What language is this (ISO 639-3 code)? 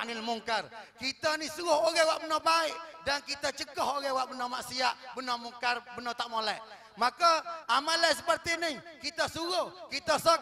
msa